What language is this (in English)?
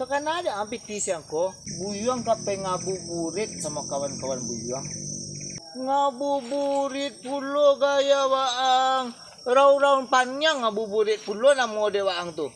Minangkabau